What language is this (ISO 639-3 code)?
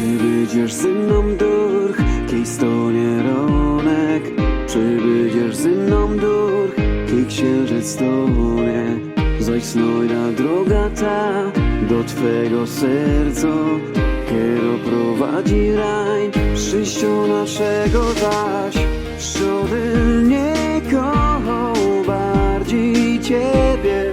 szl